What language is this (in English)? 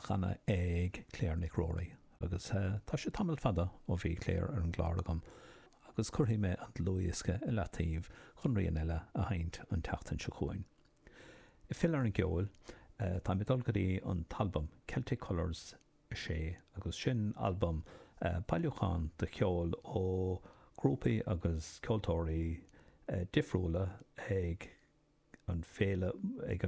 Irish